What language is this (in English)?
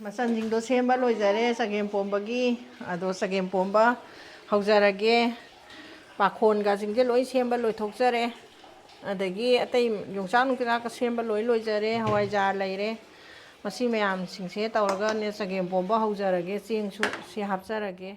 Manipuri